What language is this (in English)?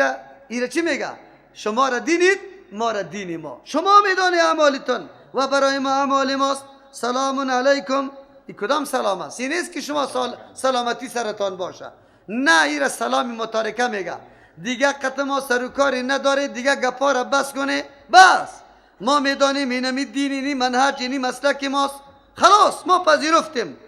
Persian